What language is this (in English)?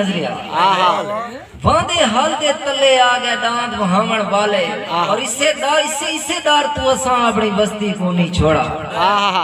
Saraiki